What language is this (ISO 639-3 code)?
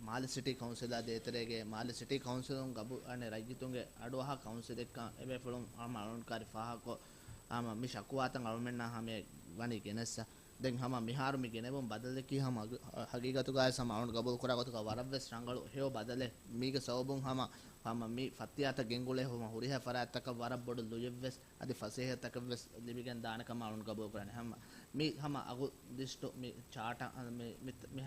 div